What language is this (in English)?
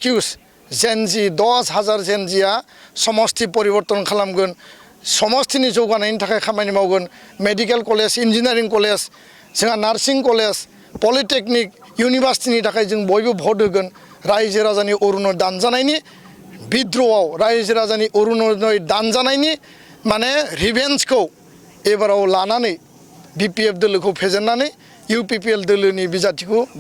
Bodo